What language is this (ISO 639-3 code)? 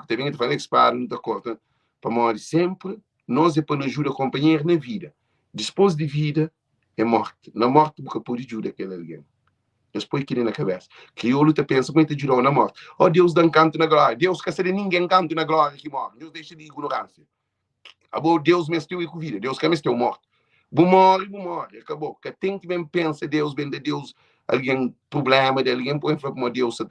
kea